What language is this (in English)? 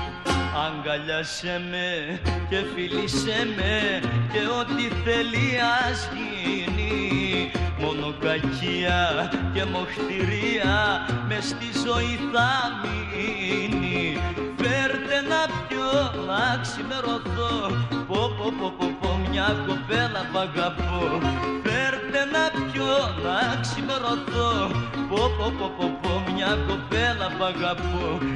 Greek